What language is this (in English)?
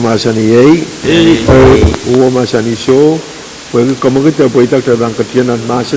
Pohnpeian